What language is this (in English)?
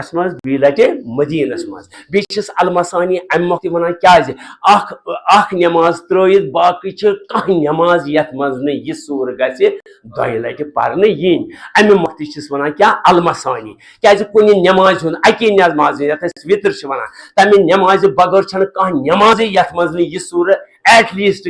Kashmiri